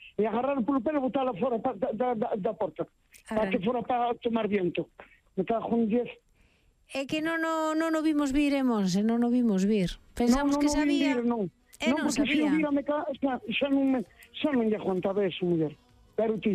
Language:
Galician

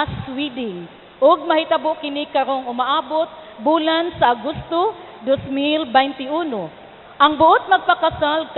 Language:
Cebuano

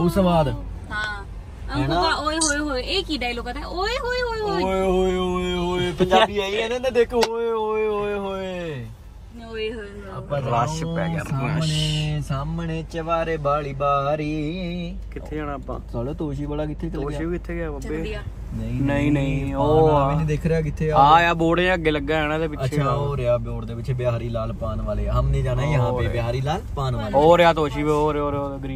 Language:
Punjabi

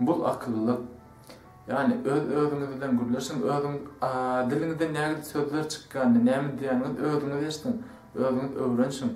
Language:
Turkmen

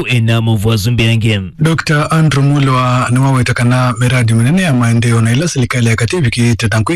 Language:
Kamba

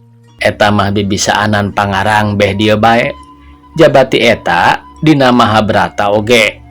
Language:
Sundanese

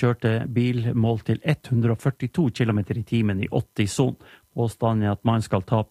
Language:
Norwegian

